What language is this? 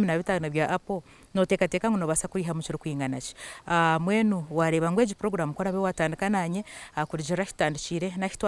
Nyankole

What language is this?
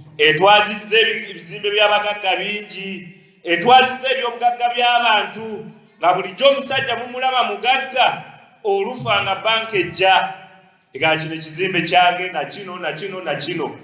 Ganda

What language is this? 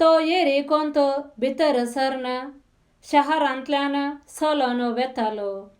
Konkani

